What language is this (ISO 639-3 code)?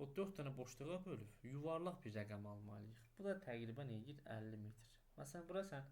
aze